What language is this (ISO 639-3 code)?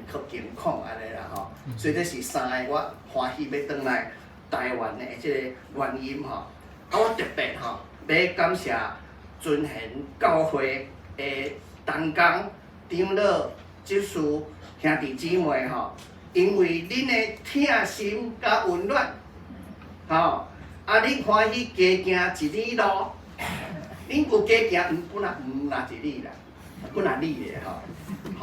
nan